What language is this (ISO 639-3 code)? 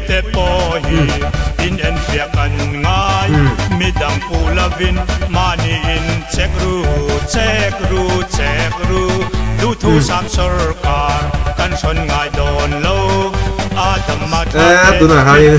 lus